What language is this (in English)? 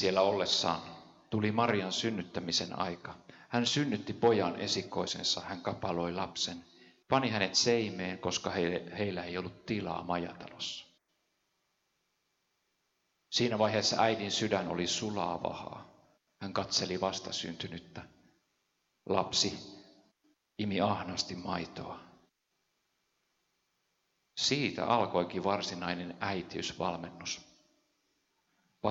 Finnish